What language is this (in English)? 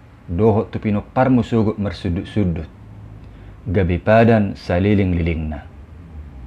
Batak Toba